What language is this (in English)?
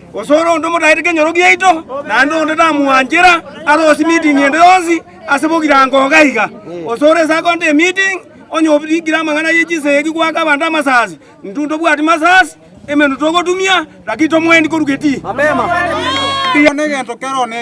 Gusii